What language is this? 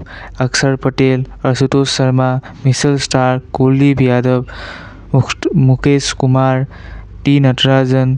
Assamese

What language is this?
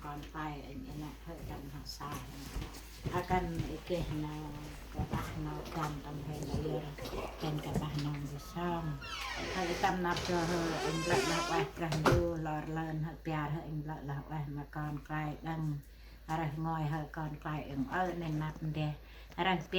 Central Mnong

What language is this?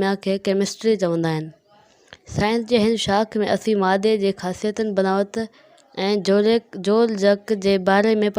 Sindhi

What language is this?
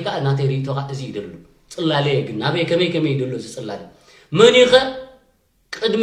Tigrinya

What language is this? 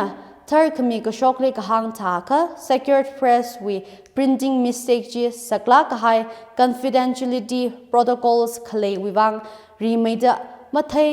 Tangkhul Naga (India)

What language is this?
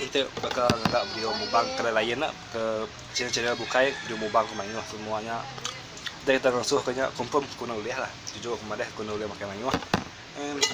Iban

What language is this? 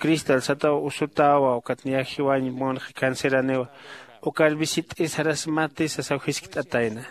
Aymara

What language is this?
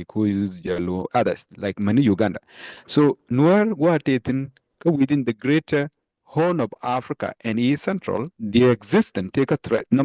Nuer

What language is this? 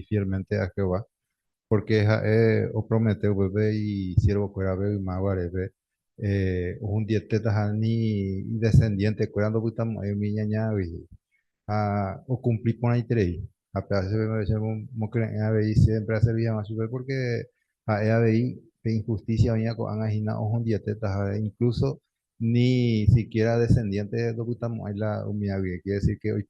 Guarani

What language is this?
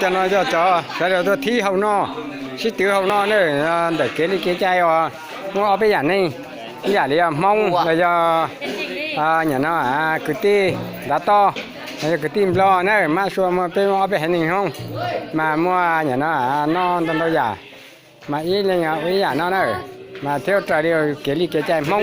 Hmong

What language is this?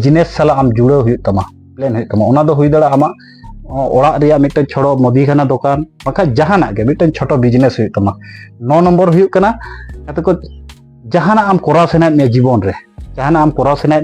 Santali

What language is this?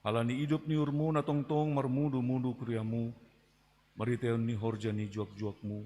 Batak Simalungun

